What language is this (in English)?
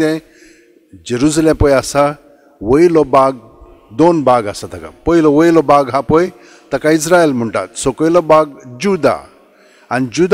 Konkani